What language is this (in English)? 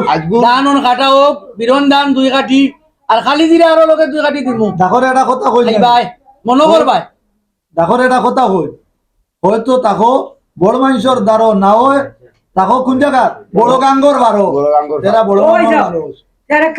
Sylheti